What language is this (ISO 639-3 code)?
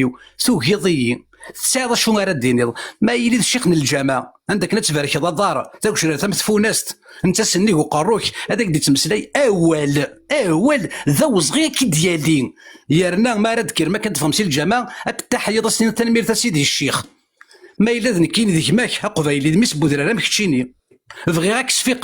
kab